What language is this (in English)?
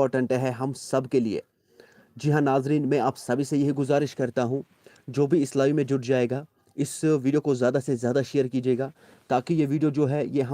Kashmiri